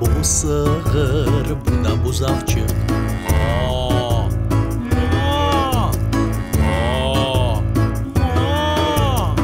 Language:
Crimean Tatar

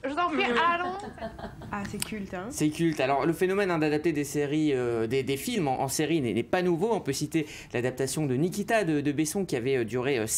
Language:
French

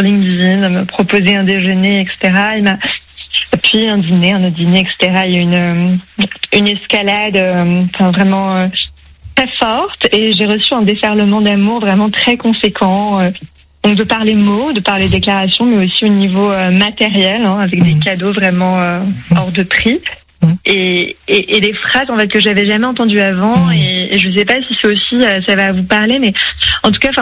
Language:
French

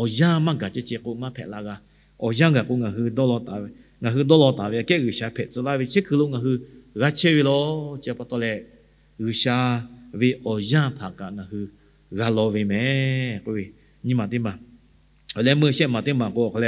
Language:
Lahu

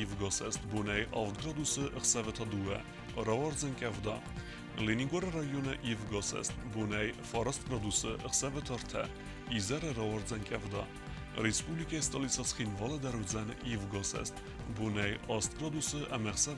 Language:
Ossetic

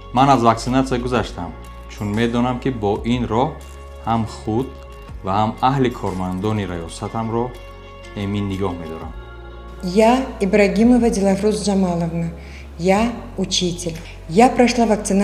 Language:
Tajik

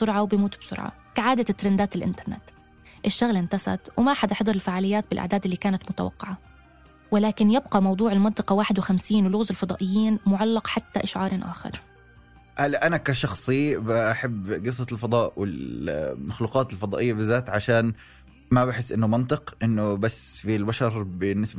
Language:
North Levantine Arabic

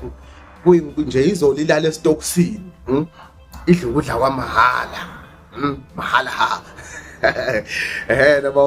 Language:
Zulu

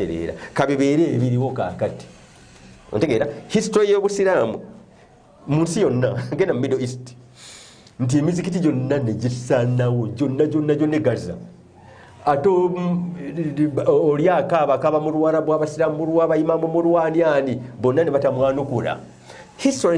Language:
Ganda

